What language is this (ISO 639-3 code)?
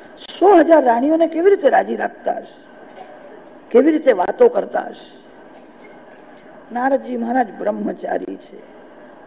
guj